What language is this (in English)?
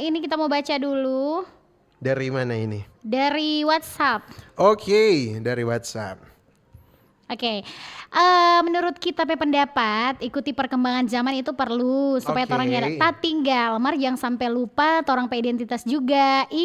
Manado Malay